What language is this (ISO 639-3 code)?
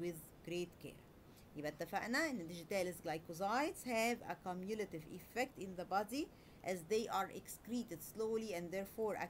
arz